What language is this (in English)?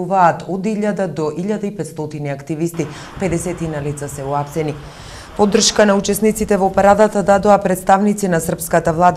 Macedonian